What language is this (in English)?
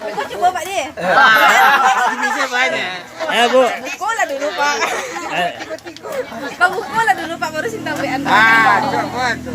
Minangkabau